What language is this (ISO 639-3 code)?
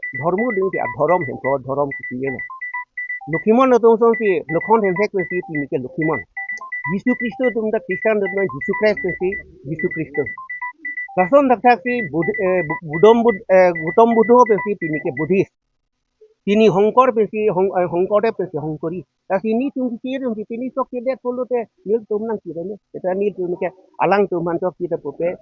mjw